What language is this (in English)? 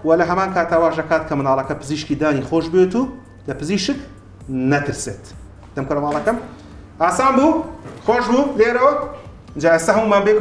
Central Kurdish